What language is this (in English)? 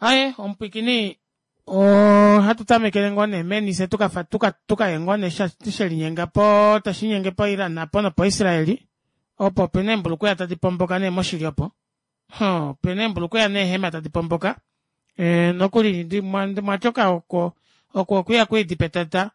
Kuanyama